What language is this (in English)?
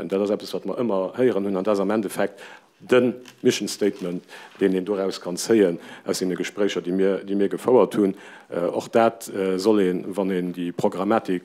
Luxembourgish